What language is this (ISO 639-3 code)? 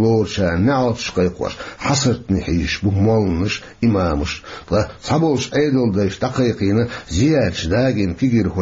che